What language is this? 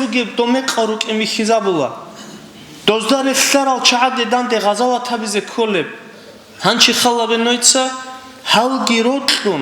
Avaric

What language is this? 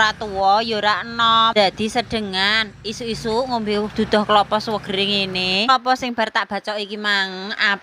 Javanese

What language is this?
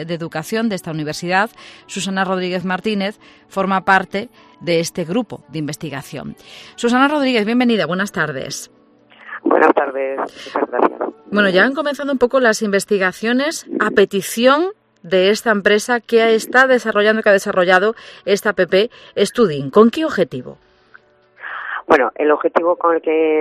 Spanish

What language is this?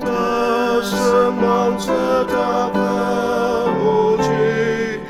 Ao Naga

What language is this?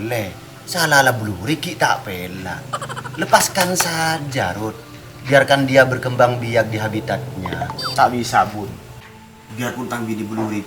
Madurese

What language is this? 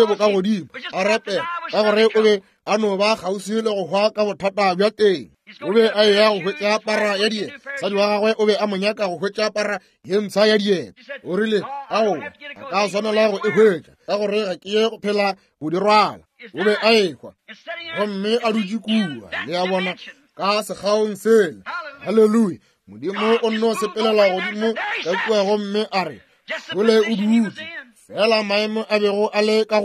Northern Sotho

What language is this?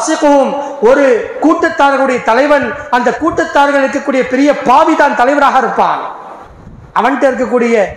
Tamil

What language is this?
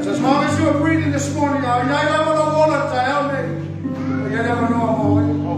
Samoan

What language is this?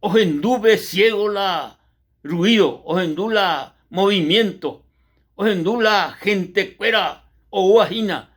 Guarani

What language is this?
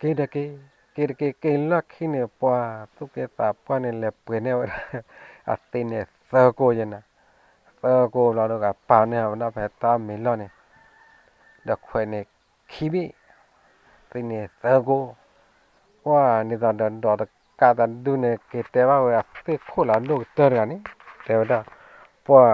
S'gaw Karen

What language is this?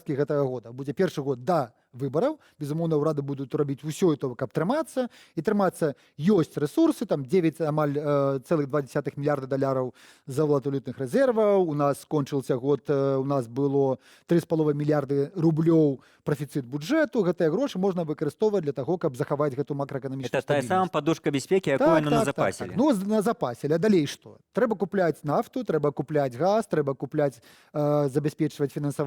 Belarusian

